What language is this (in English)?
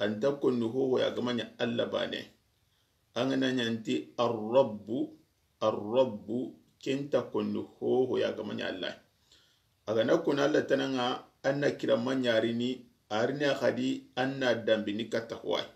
Soninke